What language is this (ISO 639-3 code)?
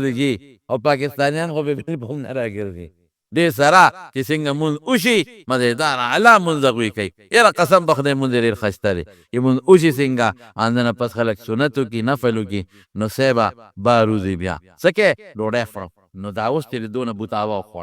pus